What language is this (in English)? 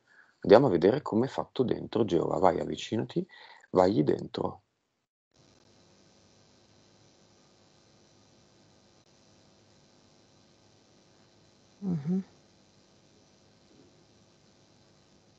Italian